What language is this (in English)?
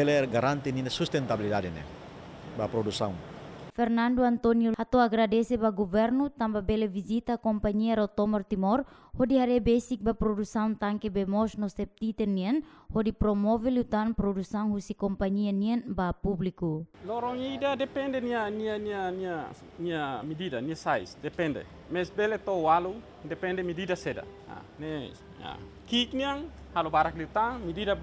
Tetum